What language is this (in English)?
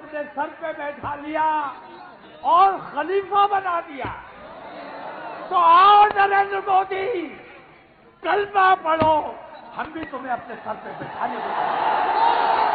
Urdu